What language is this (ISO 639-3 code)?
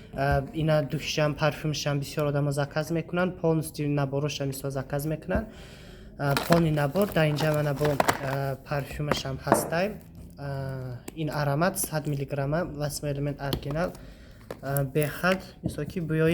tgk